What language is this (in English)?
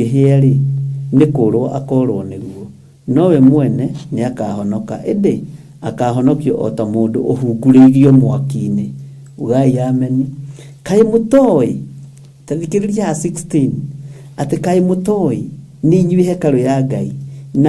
Kikuyu